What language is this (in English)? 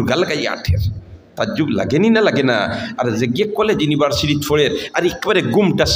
Sylheti